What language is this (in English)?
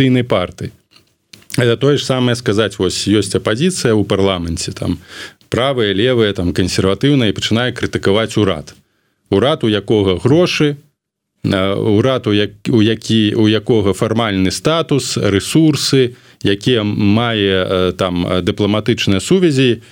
Belarusian